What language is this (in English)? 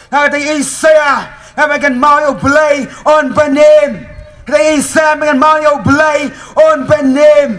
Khasi